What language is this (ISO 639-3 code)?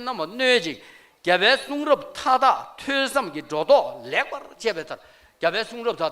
bod